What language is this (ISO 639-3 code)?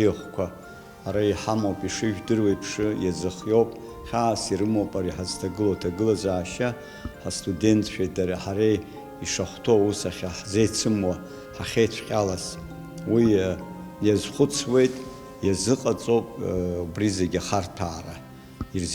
abk